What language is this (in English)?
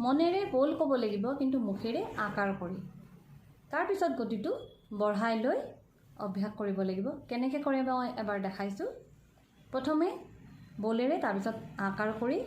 Assamese